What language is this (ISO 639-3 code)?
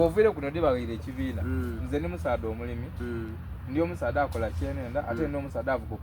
xog